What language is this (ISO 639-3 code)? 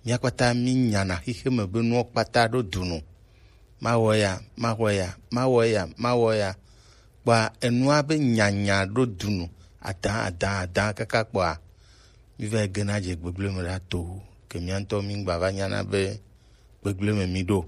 gej